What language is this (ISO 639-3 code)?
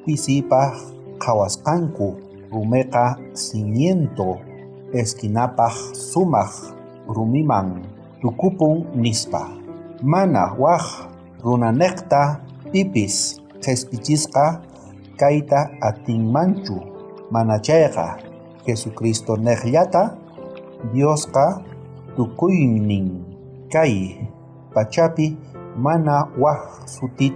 quh